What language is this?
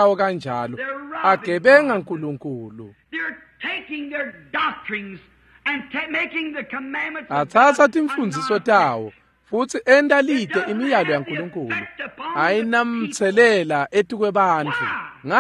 Swati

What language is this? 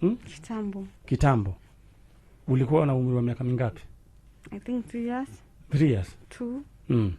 Kikuyu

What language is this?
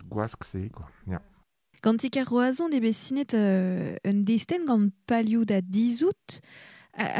Breton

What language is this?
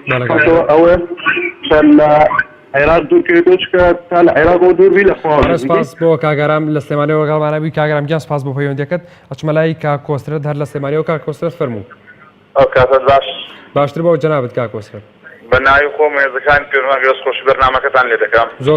Central Kurdish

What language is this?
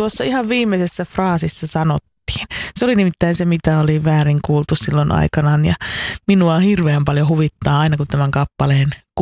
Finnish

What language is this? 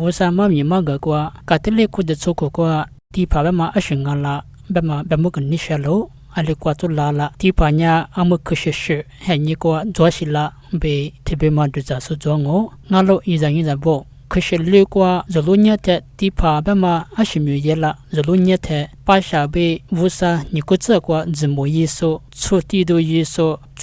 Lisu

